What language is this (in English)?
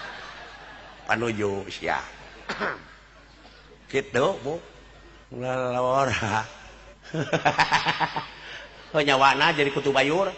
Sundanese